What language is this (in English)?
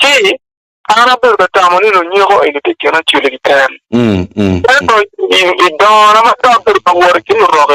Acoli